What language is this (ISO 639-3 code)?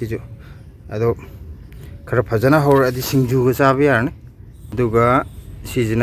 mni